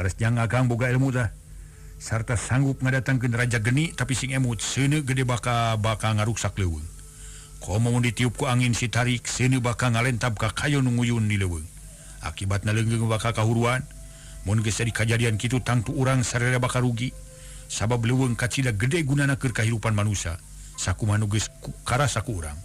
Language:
Sundanese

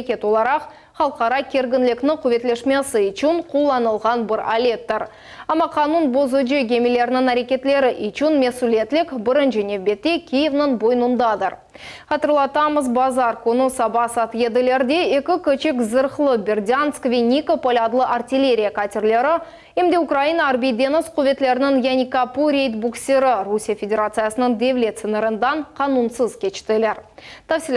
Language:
Crimean Tatar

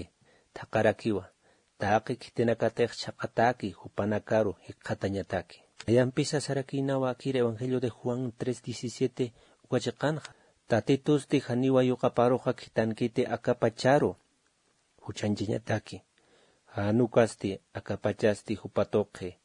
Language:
Aymara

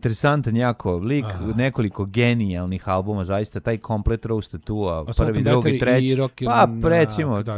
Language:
Serbian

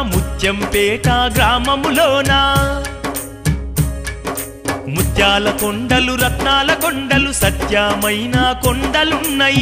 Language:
Telugu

